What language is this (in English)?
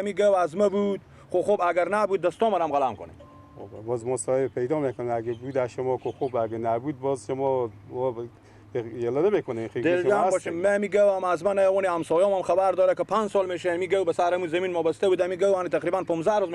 Persian